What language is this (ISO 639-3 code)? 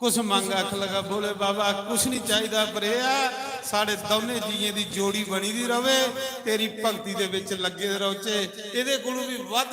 doi